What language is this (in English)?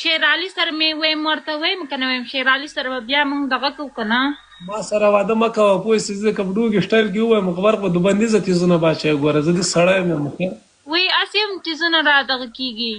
Pashto